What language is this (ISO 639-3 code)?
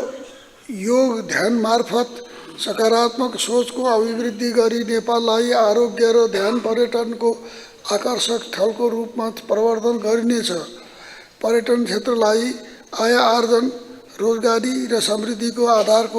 nep